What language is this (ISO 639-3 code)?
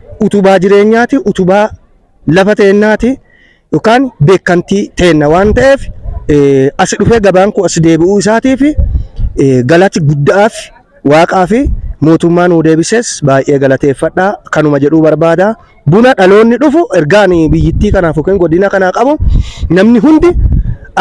orm